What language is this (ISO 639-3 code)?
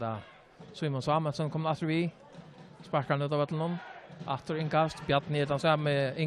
fao